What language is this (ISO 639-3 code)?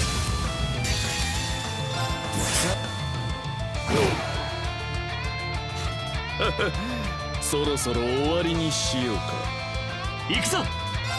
jpn